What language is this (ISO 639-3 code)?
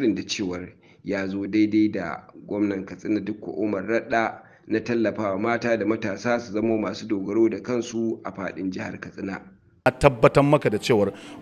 hau